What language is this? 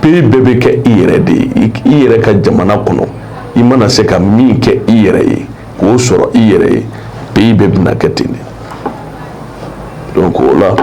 Bambara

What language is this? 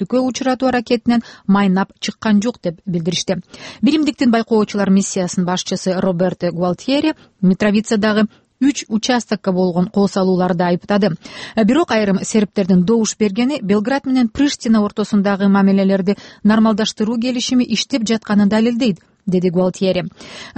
Kyrgyz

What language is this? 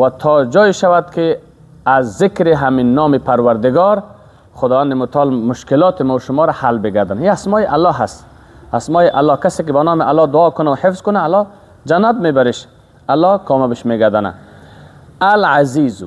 Persian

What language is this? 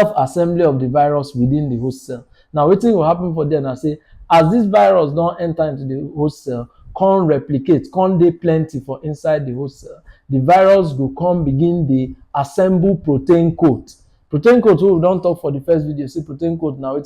Nigerian Pidgin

